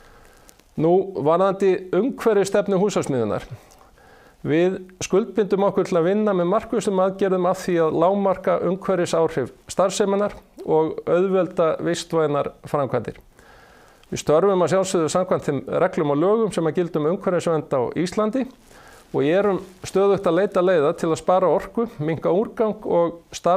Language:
Icelandic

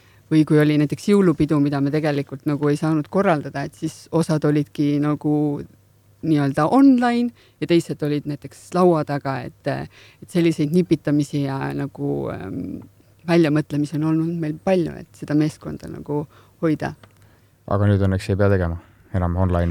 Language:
Estonian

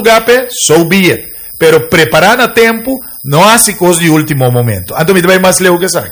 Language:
Papiamento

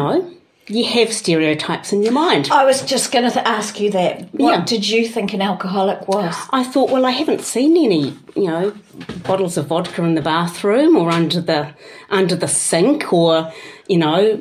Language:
English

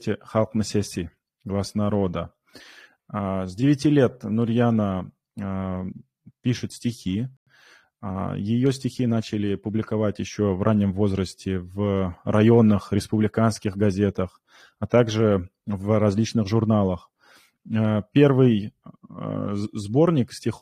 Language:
Kumyk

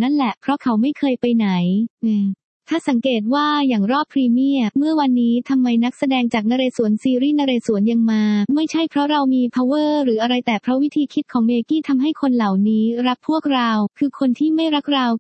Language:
Thai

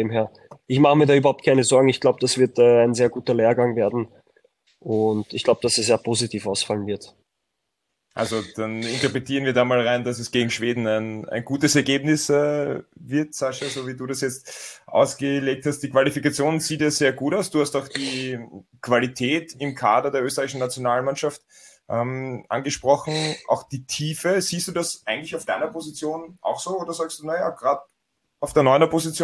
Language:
German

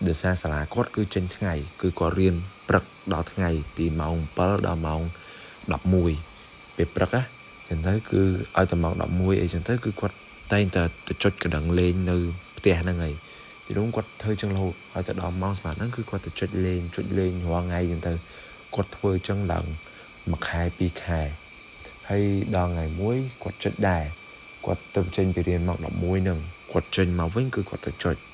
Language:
Khmer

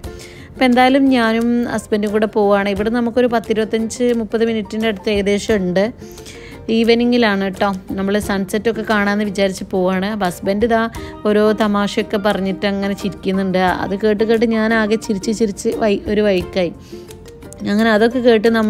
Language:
Malayalam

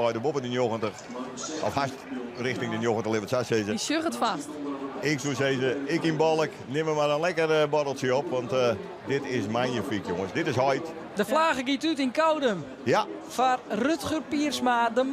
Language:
Western Frisian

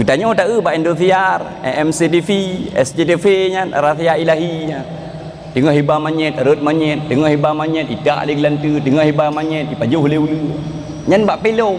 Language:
Achinese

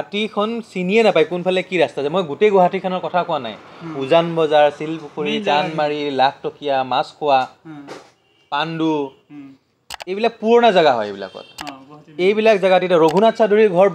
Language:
Assamese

